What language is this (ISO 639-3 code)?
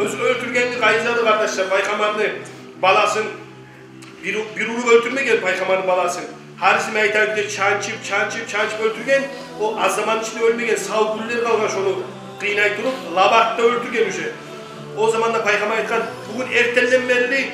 kum